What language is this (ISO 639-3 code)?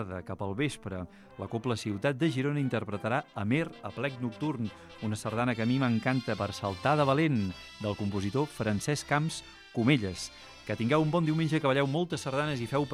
cat